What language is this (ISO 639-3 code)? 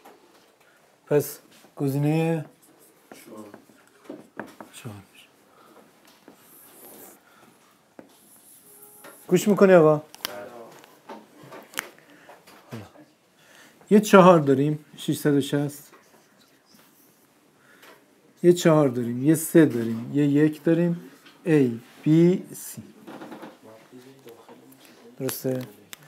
fas